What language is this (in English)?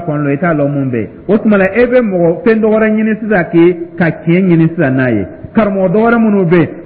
Dyula